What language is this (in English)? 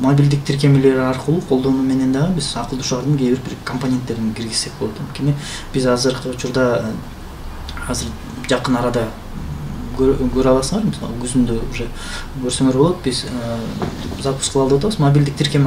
Kyrgyz